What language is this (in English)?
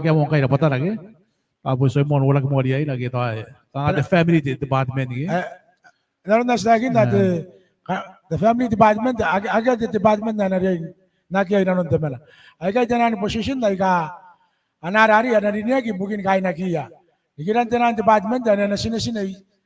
Gilbertese